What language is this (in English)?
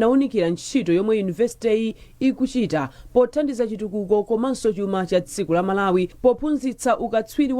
Nyanja